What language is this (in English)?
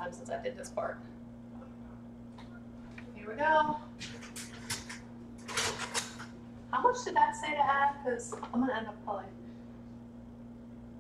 English